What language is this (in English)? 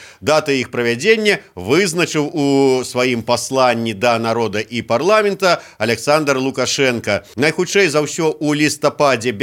Belarusian